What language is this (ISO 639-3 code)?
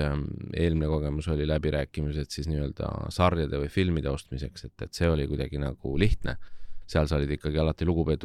est